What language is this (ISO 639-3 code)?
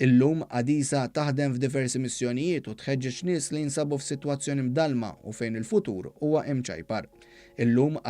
mlt